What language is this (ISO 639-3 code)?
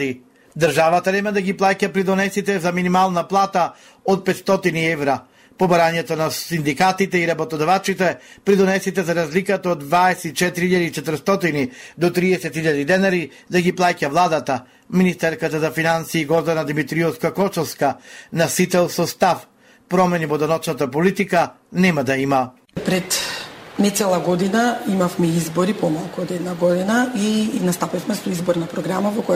mkd